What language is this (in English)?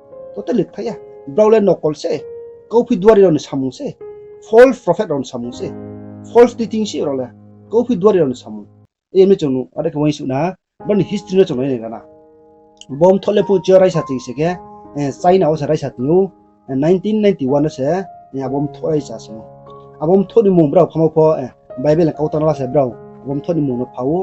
Riang (India)